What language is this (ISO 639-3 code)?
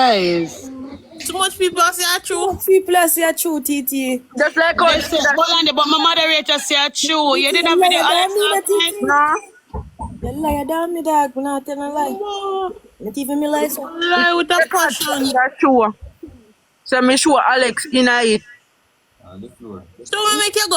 jam